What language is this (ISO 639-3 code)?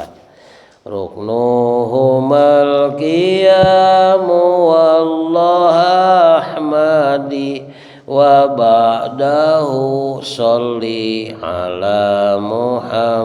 sun